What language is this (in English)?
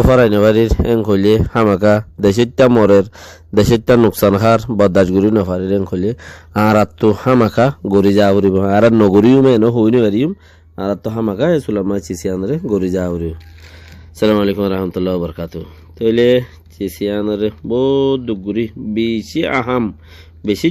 Rohingya